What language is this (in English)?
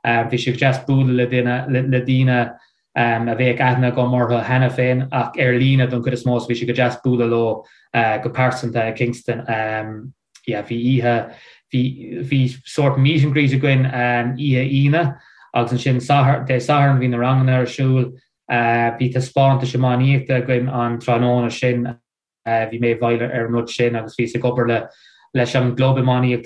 Irish